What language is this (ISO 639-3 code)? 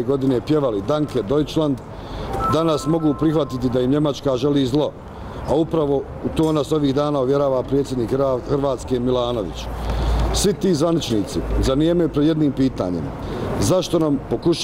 bos